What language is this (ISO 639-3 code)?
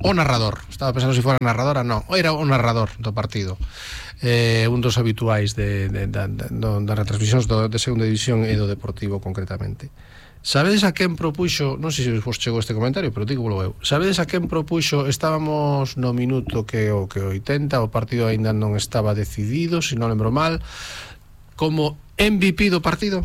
glg